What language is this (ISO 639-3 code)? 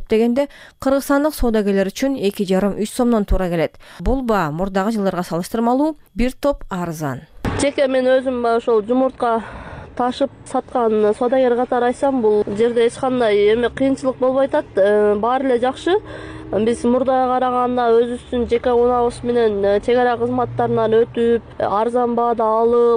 kir